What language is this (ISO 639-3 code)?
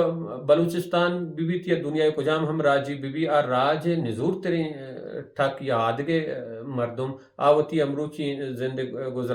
bal